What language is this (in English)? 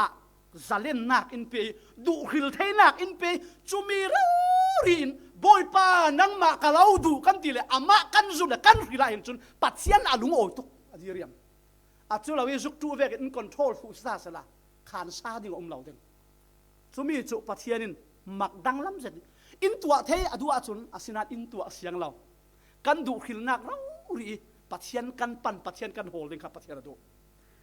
Falam Chin